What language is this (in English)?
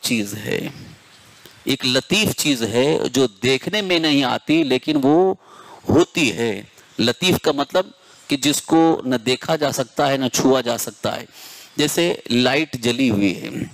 Urdu